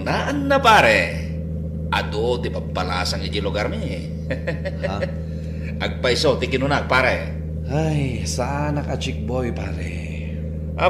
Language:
Iloko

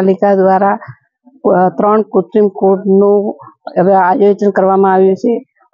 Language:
Gujarati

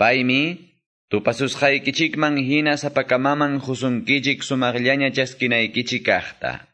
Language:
Quechua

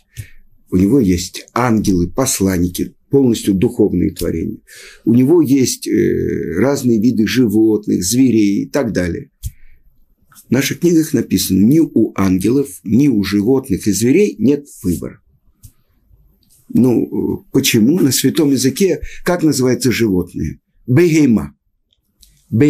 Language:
Russian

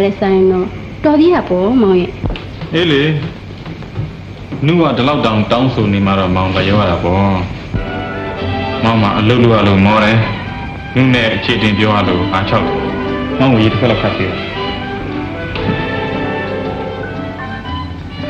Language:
Burmese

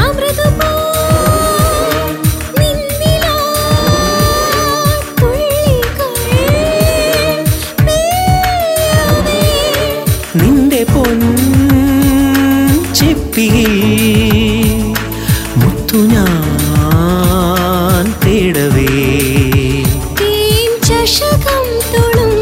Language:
Malayalam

